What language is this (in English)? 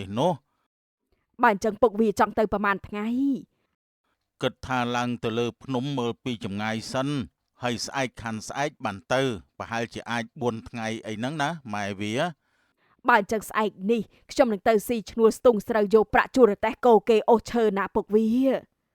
Khmer